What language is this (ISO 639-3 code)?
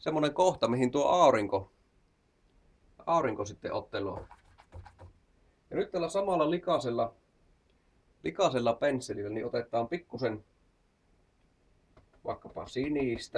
fin